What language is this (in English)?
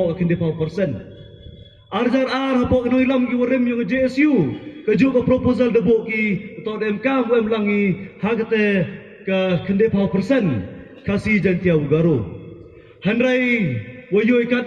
Pnar